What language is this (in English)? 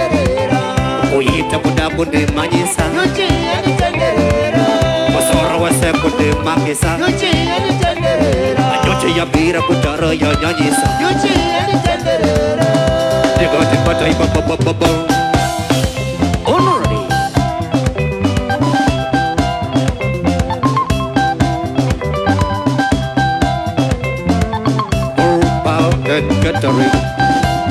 Shona